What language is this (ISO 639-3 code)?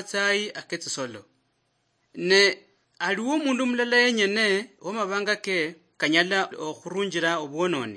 luy